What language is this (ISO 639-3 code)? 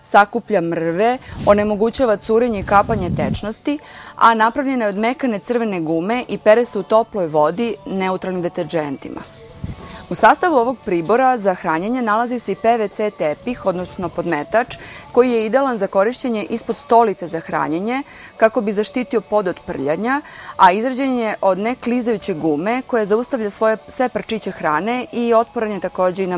srp